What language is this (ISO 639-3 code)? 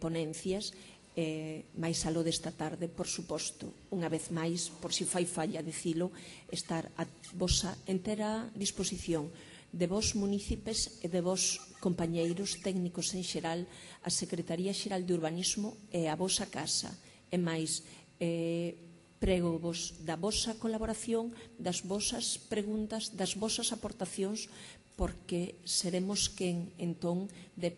glg